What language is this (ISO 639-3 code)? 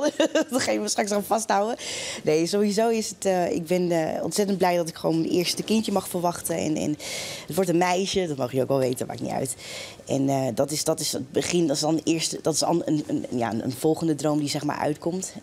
nld